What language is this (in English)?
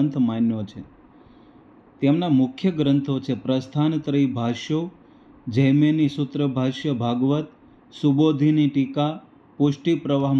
Gujarati